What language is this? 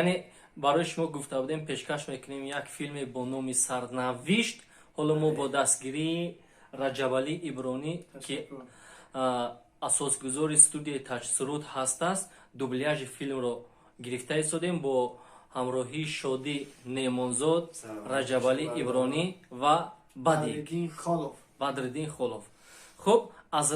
Tajik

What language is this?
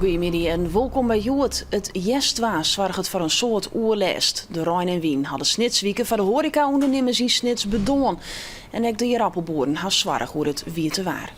Western Frisian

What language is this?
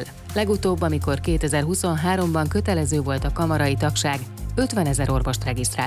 Hungarian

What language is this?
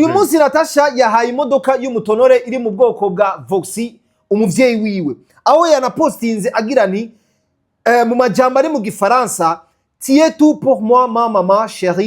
Rundi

